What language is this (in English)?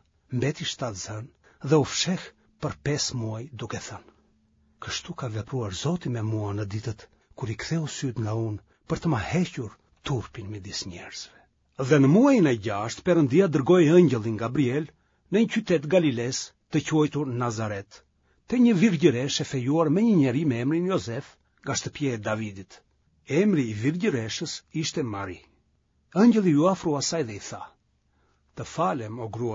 Albanian